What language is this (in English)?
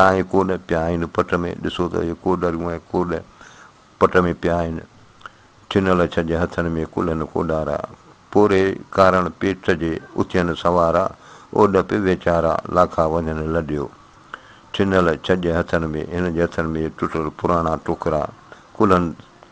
Sindhi